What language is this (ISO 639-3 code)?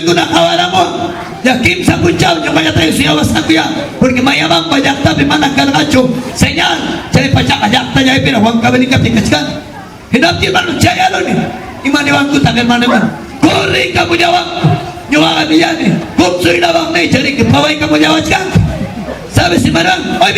quy